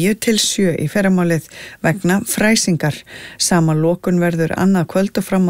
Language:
Icelandic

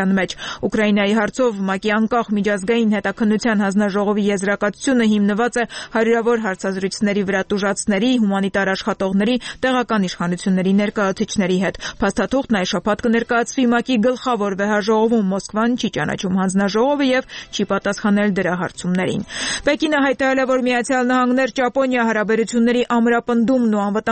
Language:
Armenian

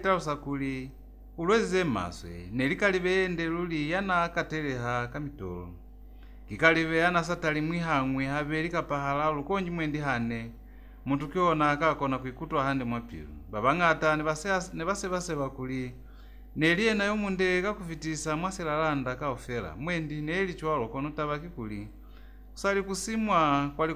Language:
Lozi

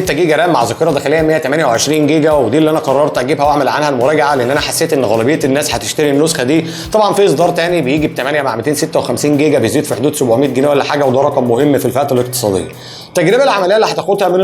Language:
Egyptian Arabic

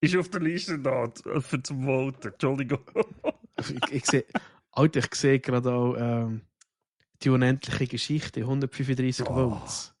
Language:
Swiss German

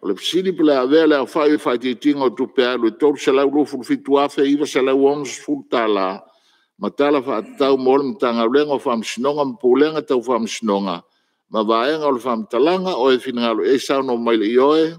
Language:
Samoan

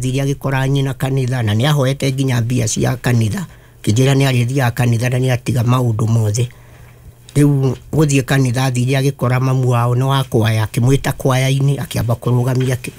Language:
Kikuyu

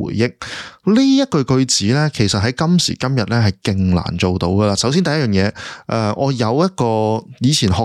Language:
Cantonese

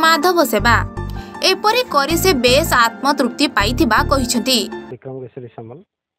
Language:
Odia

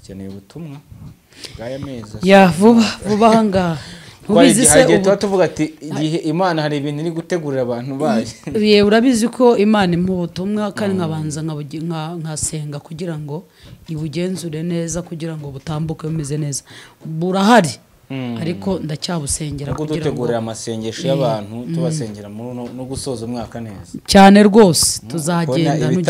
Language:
Kinyarwanda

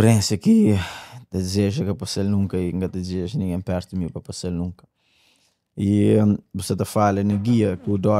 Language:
Kabuverdianu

